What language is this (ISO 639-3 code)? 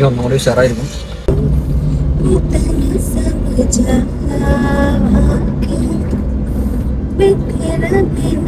mal